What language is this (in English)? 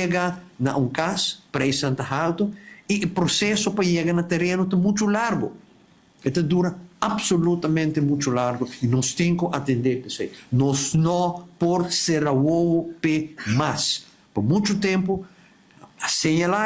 Papiamento